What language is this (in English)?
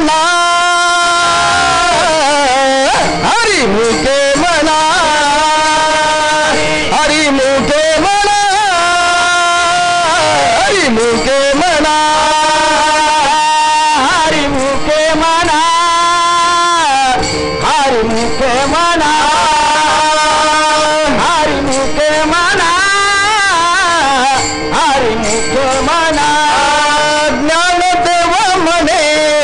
Marathi